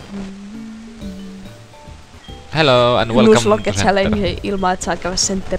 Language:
Finnish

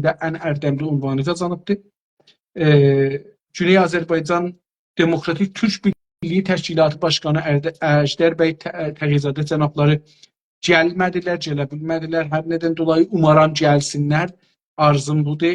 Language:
South Azerbaijani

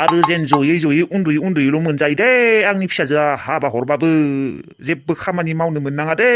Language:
Bodo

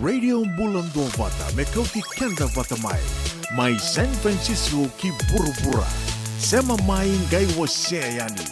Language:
Fijian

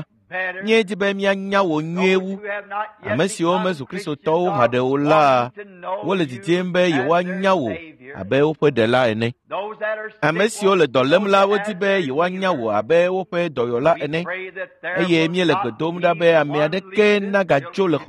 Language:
Ewe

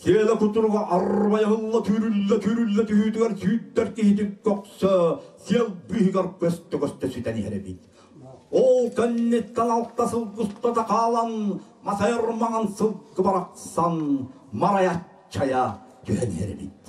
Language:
Yakut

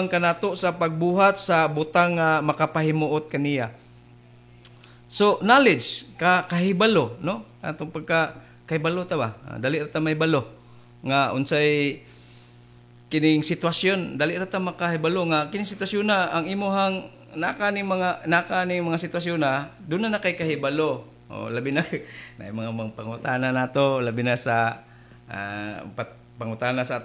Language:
Cebuano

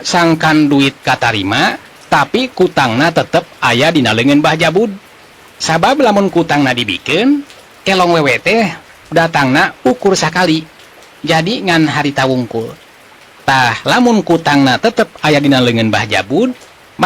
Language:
Sundanese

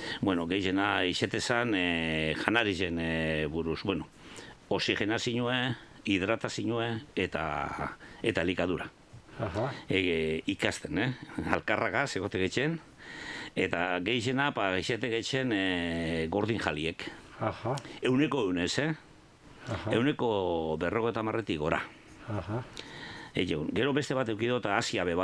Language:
Basque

